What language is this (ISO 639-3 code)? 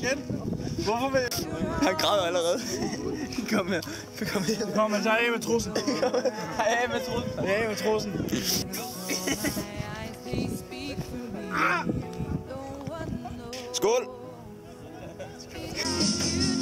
dan